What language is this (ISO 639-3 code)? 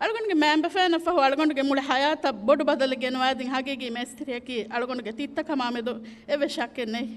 div